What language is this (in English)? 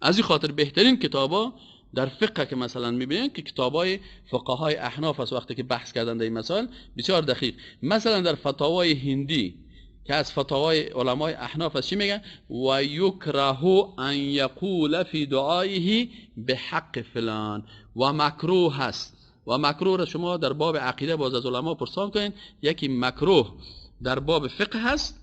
Persian